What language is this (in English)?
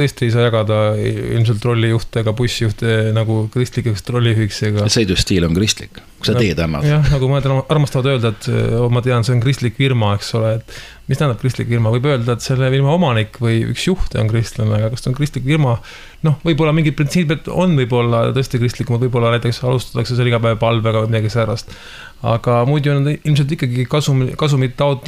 Estonian